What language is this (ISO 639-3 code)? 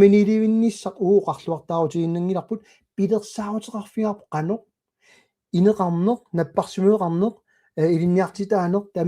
kal